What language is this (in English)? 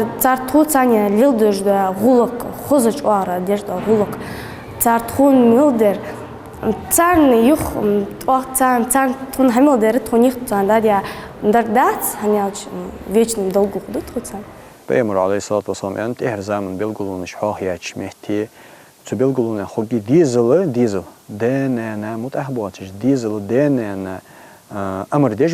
Ingush